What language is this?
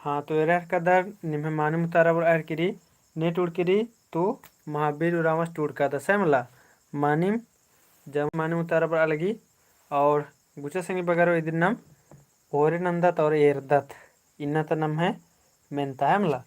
Kurukh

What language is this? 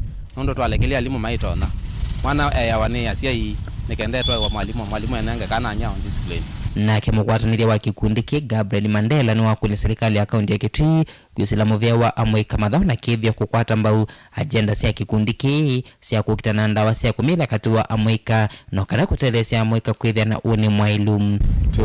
Kamba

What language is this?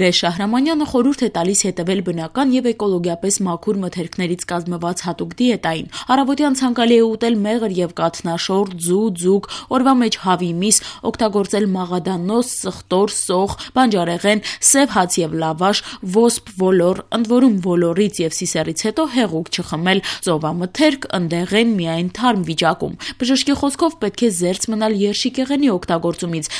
Armenian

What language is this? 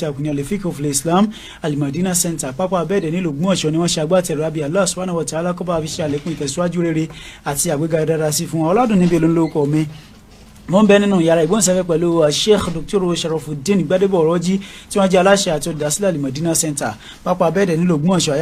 Yoruba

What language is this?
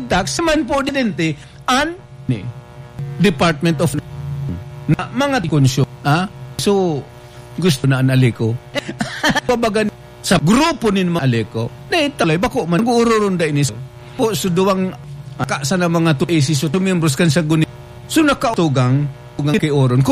Bikol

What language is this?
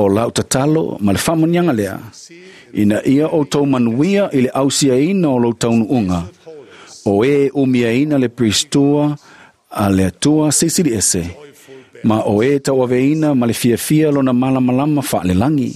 Samoan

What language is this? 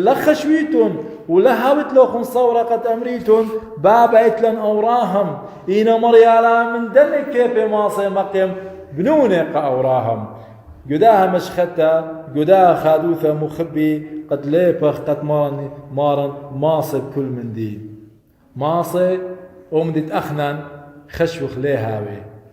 Assyrian Neo-Aramaic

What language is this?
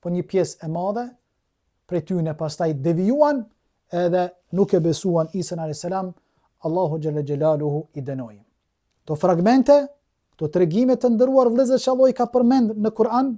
Albanian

